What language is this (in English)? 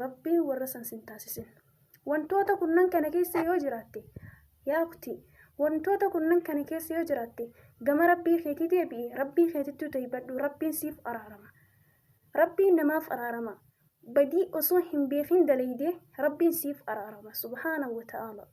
Oromo